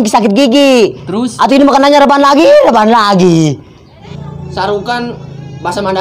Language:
Betawi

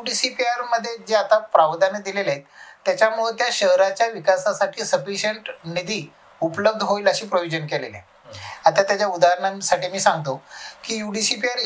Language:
Marathi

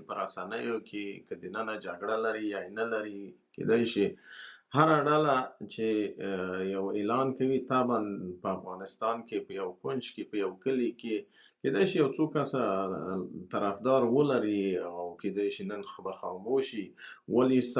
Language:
Pashto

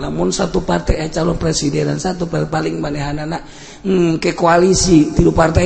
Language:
Sundanese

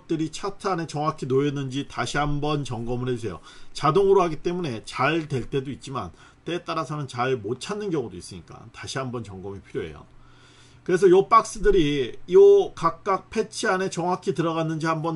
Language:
Korean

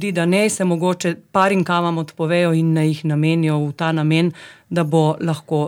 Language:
Slovenian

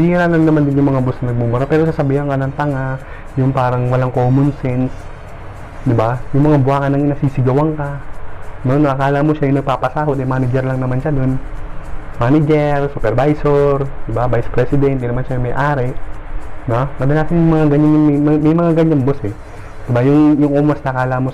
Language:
Filipino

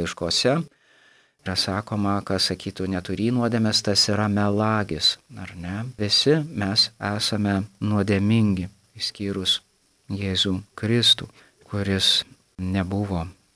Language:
Lithuanian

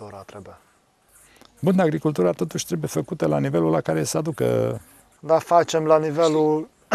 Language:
Romanian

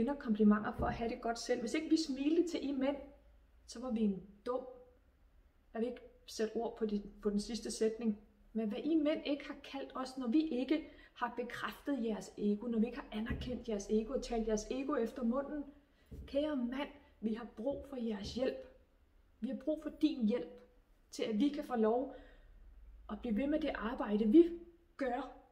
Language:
Danish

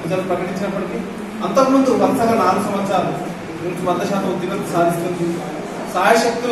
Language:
Telugu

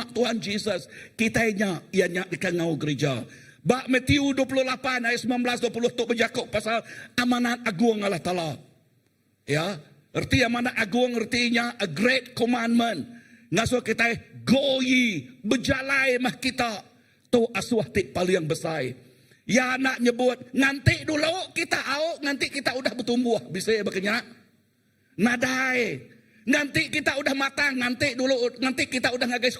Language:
Iban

